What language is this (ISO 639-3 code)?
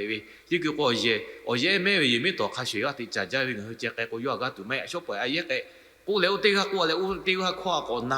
lhu